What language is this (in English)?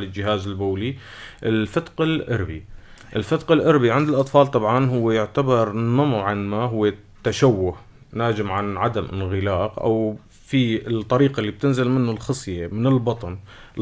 North Levantine Arabic